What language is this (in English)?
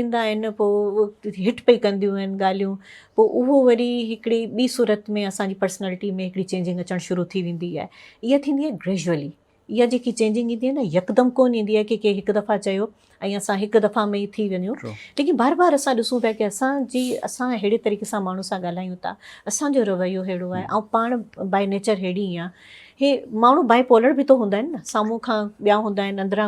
Sindhi